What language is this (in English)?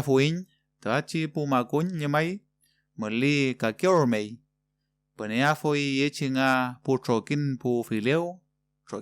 Mapuche